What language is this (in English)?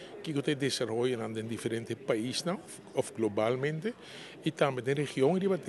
Papiamento